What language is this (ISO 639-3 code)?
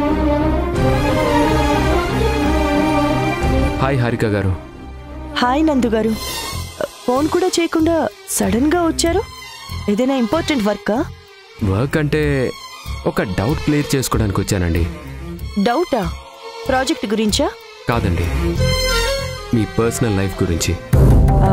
tel